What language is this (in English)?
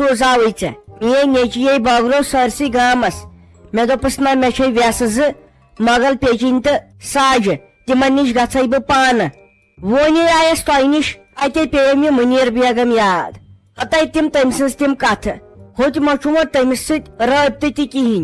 Kashmiri